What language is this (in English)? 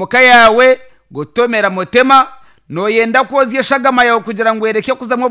Nyankole